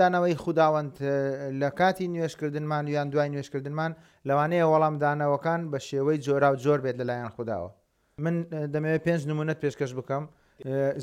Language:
Central Kurdish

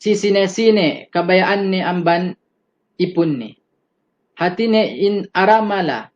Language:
Yakan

